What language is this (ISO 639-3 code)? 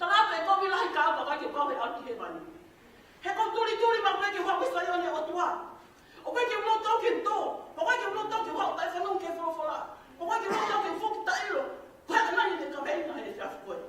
ton